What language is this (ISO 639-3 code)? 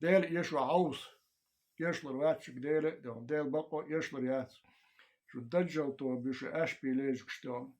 che